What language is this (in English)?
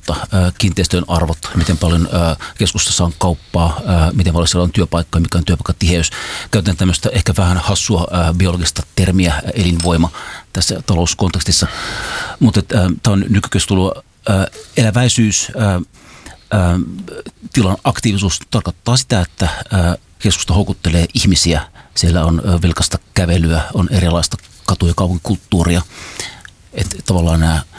Finnish